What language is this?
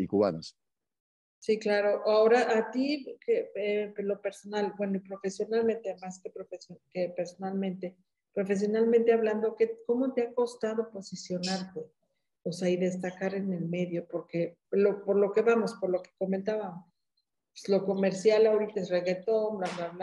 Spanish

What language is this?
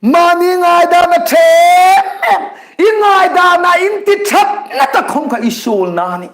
Hmar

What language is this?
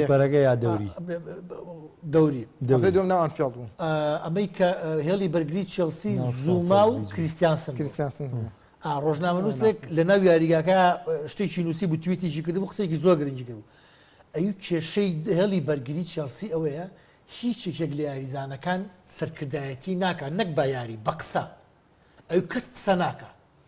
Central Kurdish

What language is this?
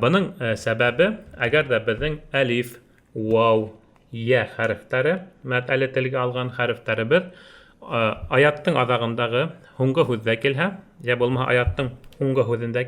Bashkir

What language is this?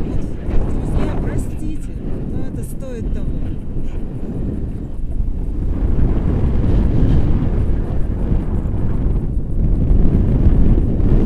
Russian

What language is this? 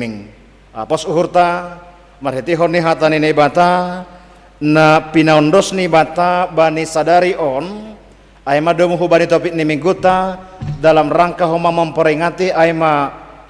Batak Simalungun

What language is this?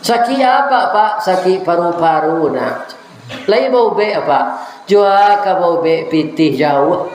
Minangkabau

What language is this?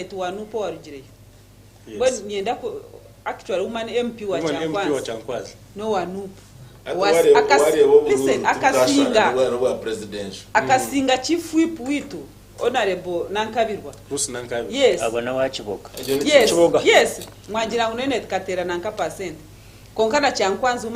Nyankole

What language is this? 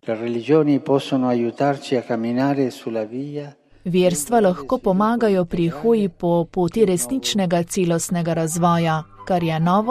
Slovenian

